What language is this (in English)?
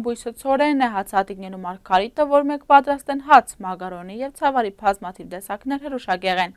Armenian